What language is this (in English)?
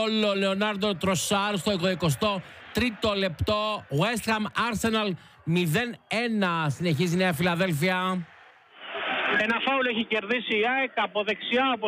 Greek